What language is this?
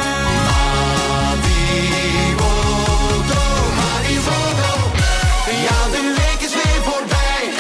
Dutch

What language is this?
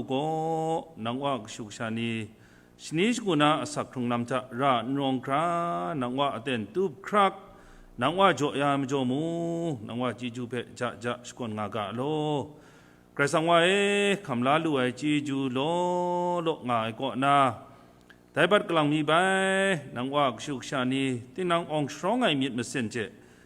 Kachin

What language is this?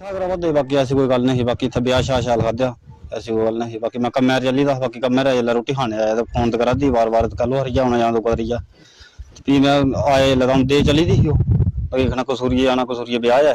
Dogri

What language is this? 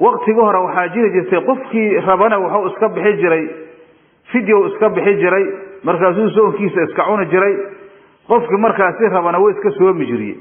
Somali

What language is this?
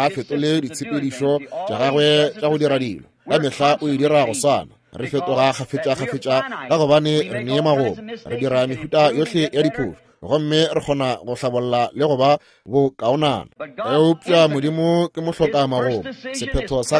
Northern Sotho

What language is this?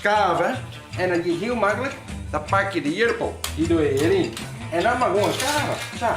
Western Frisian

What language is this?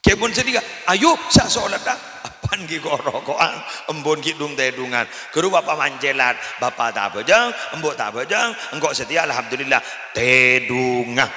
Madurese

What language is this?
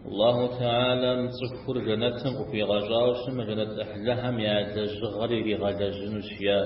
Kabardian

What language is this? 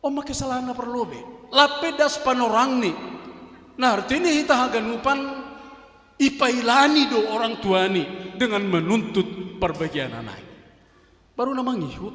Batak Simalungun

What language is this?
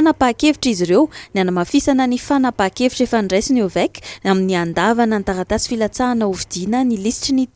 Malagasy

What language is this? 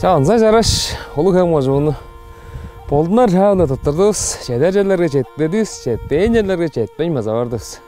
Tuvinian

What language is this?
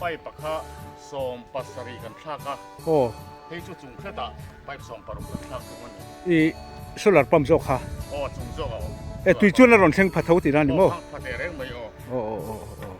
Mizo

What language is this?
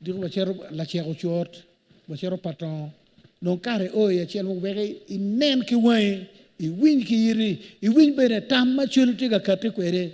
Acoli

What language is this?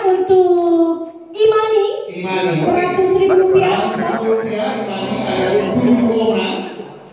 Indonesian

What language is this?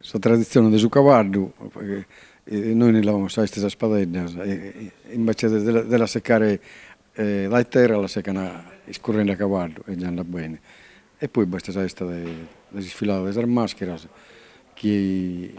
Sardinian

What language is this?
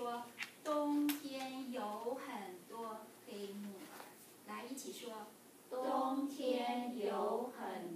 Chinese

